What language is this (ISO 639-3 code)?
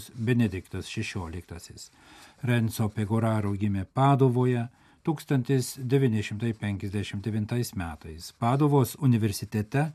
lit